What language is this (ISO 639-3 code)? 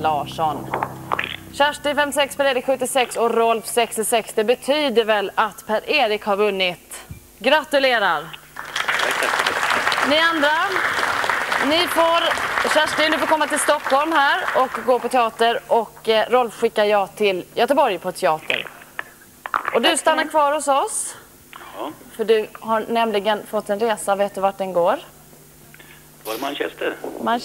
swe